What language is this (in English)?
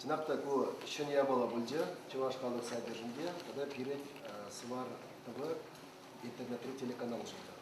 Chuvash